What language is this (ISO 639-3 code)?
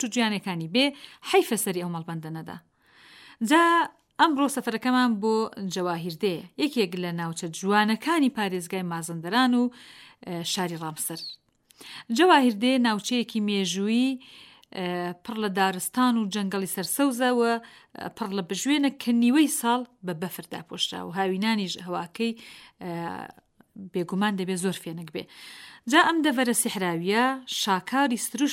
ckb